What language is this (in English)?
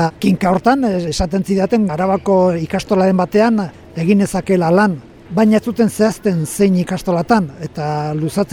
Basque